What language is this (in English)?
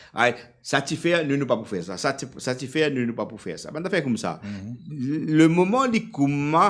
Morisyen